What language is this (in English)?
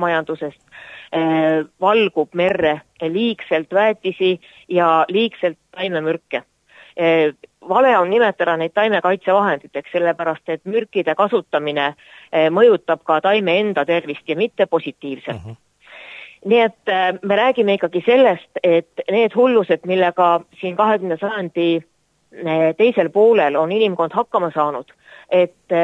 Estonian